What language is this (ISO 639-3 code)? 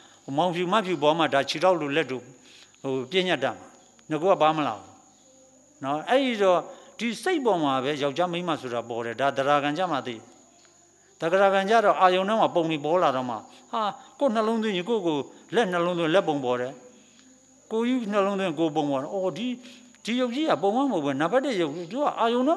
mya